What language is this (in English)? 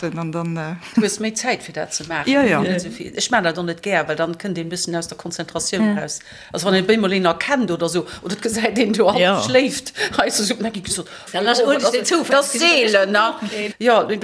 Luxembourgish